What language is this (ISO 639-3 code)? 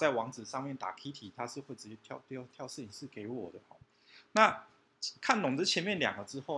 zho